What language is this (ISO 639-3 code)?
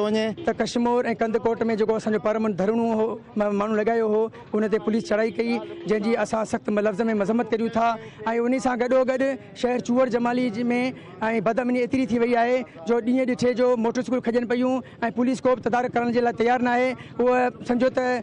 snd